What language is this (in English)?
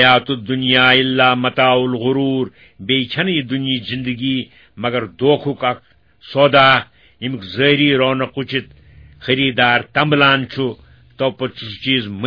Kashmiri